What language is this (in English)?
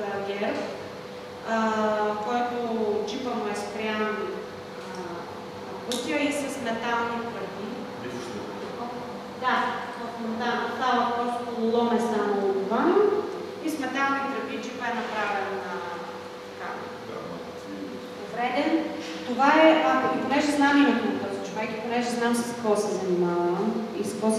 Bulgarian